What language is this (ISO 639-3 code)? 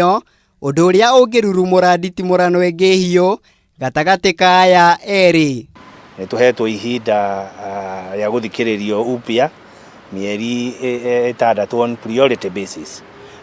kik